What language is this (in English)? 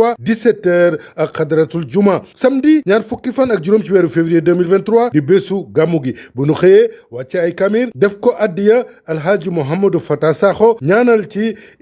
Wolof